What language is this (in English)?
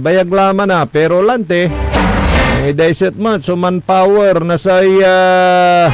Pangasinan